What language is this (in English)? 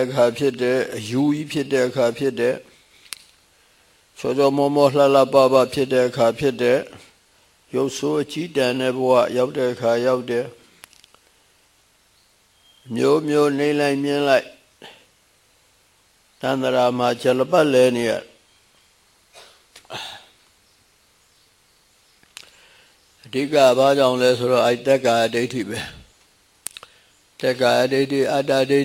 Burmese